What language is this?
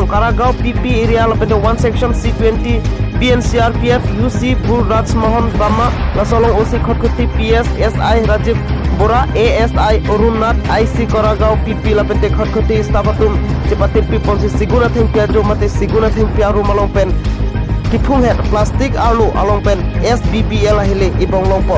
Karbi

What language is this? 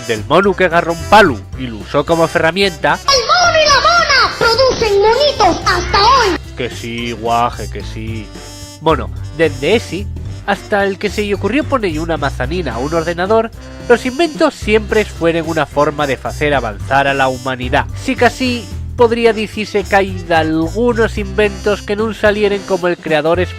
Asturian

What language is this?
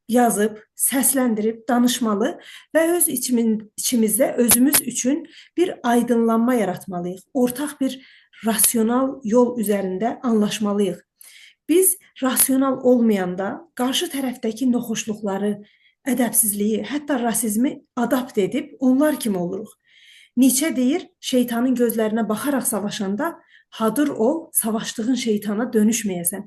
South Azerbaijani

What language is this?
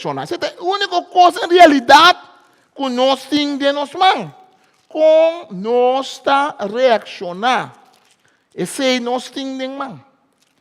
Papiamento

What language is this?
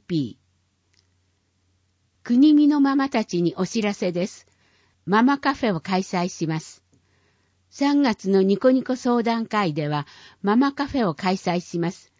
Japanese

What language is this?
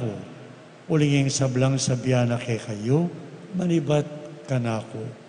Pampanga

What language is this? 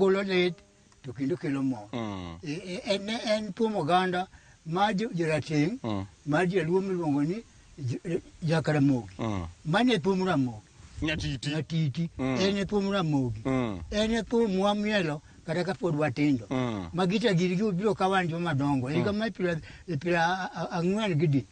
Luo (Kenya and Tanzania)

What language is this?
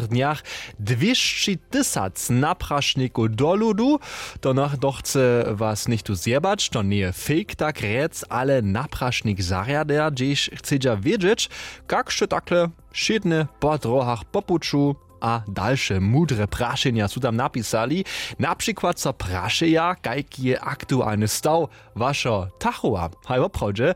Upper Sorbian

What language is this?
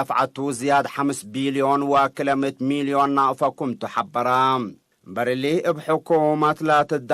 Tigre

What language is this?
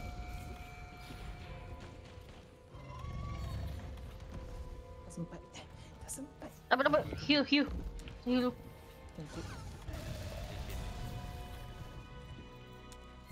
Malay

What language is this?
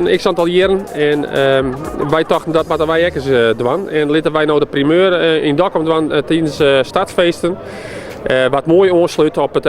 Western Frisian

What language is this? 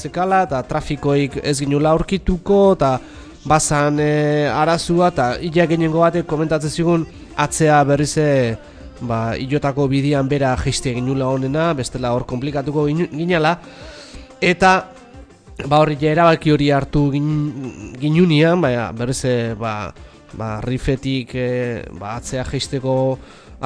Basque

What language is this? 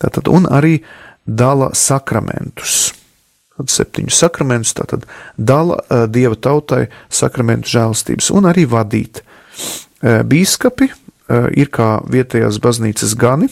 Latvian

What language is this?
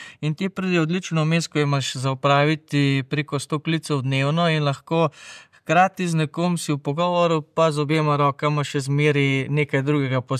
Slovenian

